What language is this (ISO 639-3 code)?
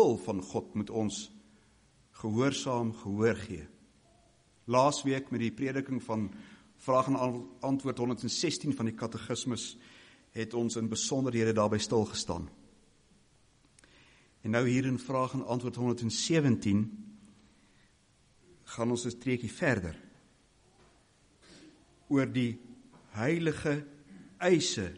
afr